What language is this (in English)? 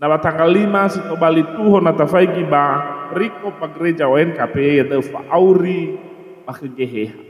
Nias